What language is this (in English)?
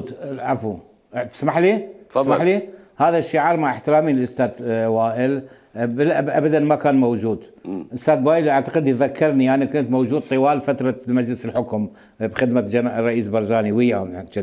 Mesopotamian Arabic